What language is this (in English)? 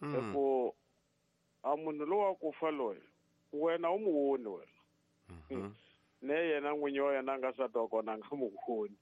Tsonga